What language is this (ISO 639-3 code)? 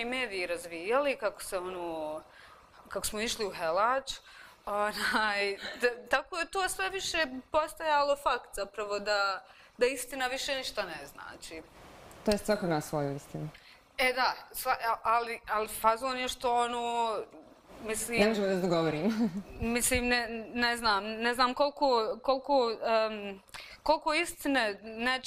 bos